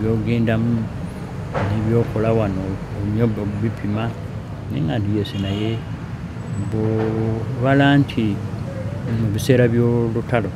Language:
Ganda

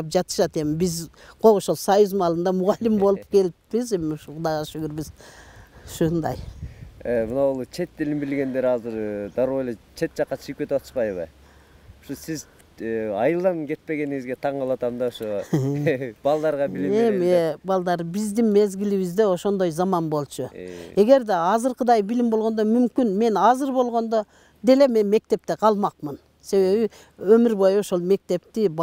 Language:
Kyrgyz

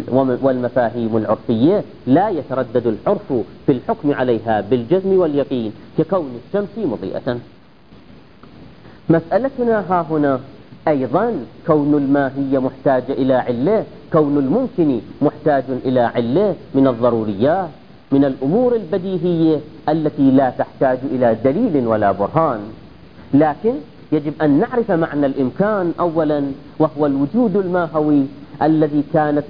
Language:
Arabic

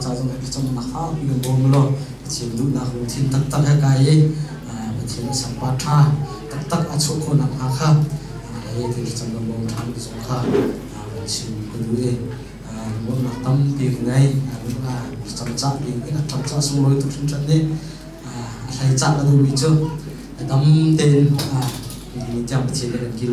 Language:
Hakha Chin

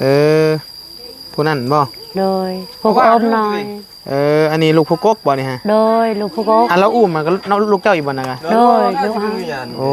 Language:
Northeastern Thai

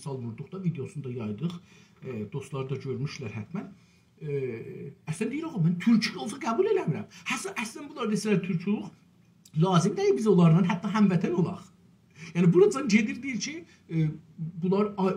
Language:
South Azerbaijani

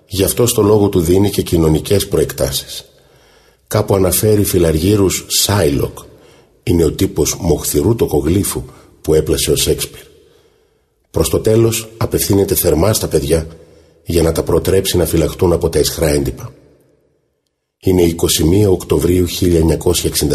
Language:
Greek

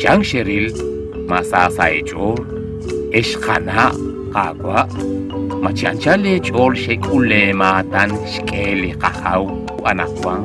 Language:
Kekchí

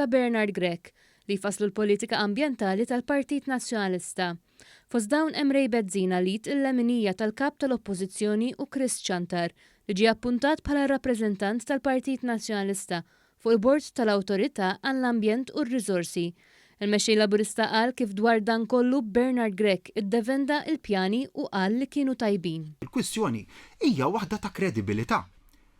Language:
Maltese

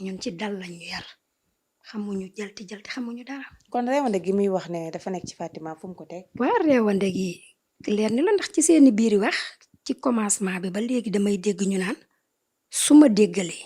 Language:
Wolof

